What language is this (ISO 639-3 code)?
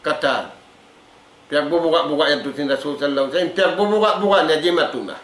tsg